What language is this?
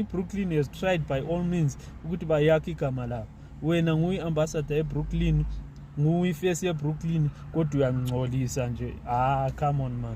Zulu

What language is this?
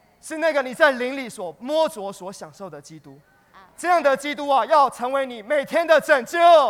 Chinese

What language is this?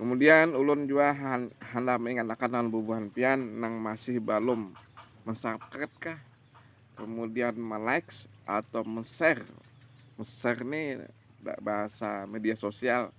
Banjar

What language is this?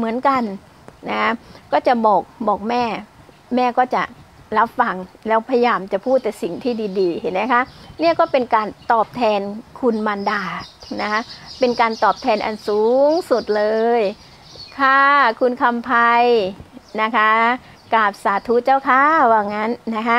Thai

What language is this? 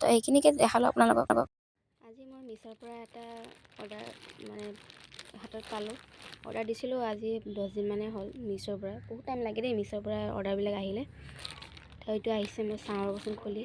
Assamese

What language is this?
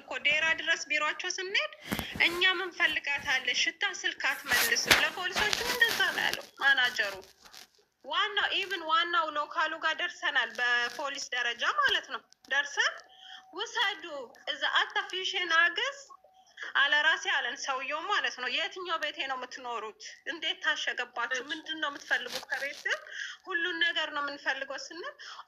Amharic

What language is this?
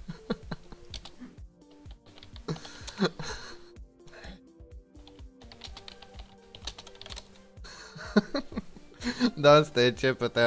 Hungarian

